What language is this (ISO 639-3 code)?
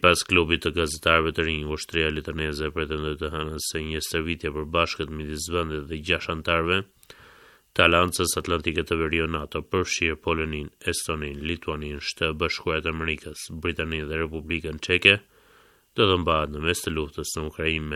sqi